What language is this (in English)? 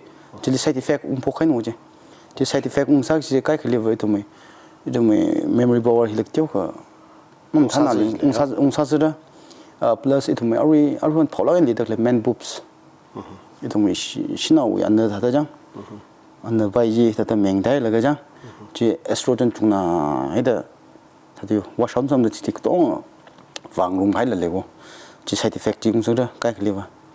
Tangkhul Naga (India)